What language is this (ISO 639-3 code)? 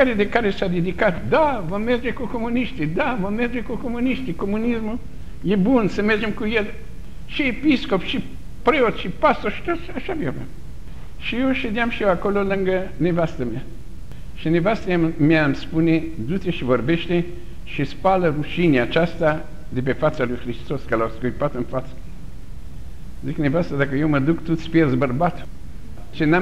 ron